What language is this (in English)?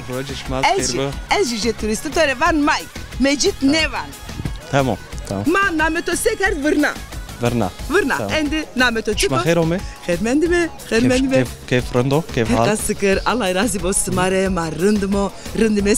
Zaza